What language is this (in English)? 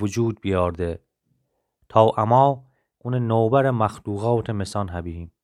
Gilaki